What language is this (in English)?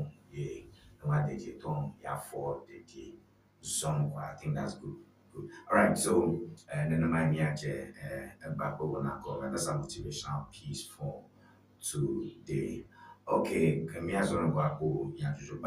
Ewe